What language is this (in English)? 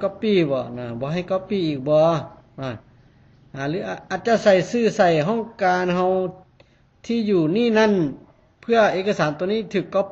Lao